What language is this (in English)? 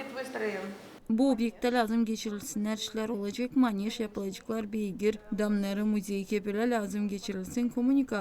Gagauz